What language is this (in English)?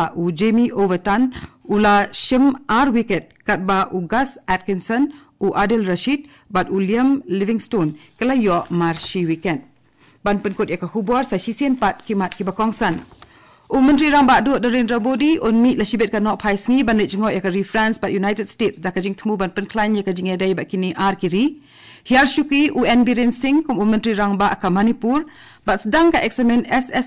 Khasi